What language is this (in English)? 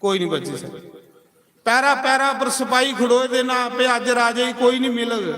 Dogri